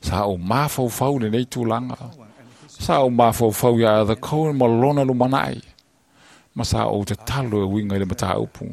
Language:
Samoan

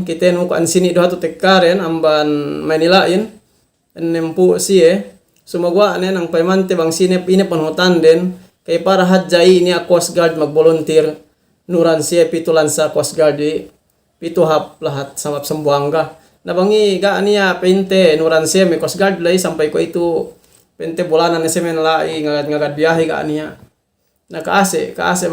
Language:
Yakan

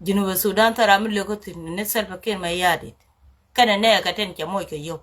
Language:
Nuer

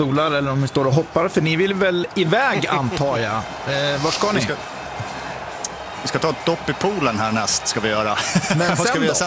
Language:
Swedish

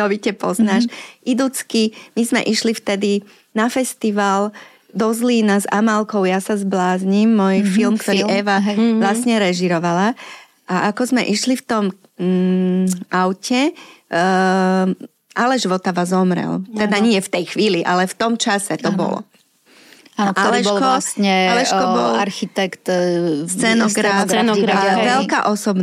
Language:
Slovak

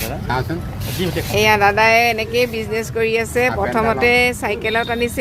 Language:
Assamese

